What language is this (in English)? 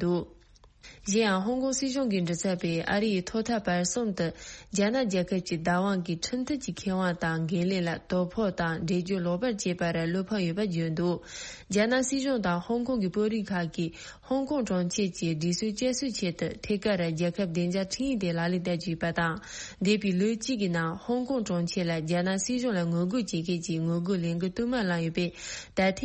Tibetan